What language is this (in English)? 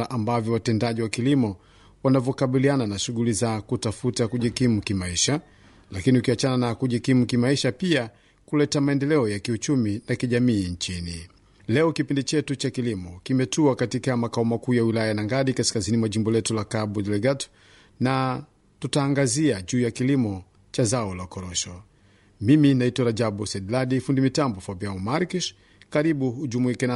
Swahili